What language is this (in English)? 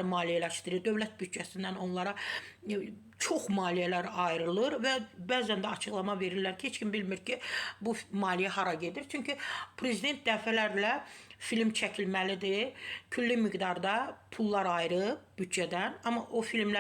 Azerbaijani